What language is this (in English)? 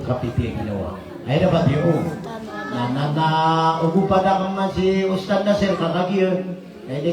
Maranao